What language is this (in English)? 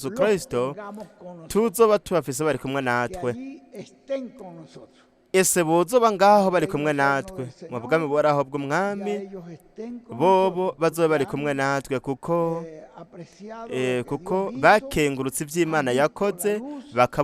Rundi